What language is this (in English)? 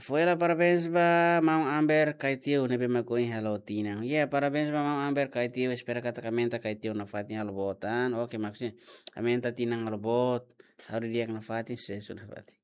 Tetum